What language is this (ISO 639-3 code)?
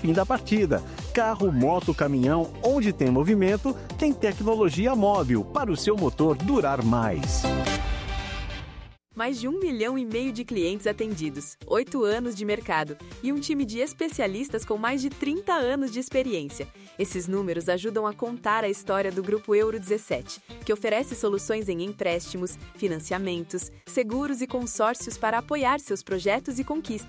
por